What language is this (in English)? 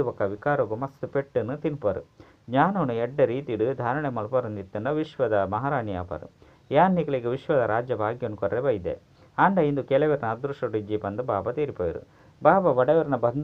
Tulu